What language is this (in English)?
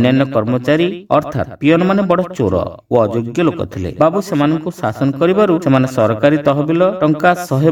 Odia